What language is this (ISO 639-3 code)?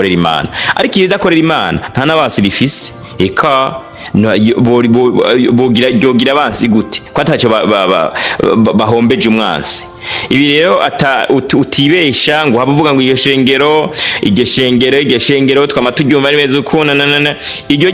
run